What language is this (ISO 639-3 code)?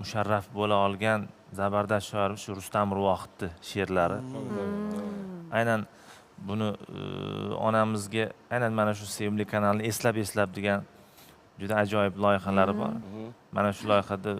uzb